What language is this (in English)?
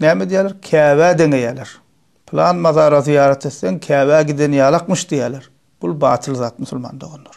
Turkmen